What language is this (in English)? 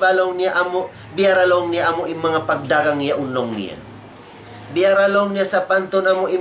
Tausug